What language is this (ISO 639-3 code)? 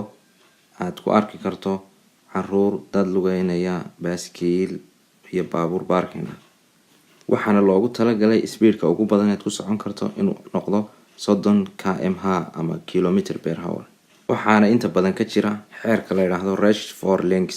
som